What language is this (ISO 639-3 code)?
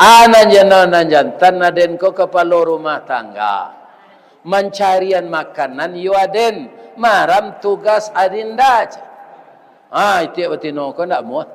min